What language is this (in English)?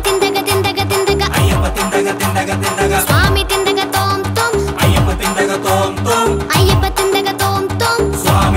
Kannada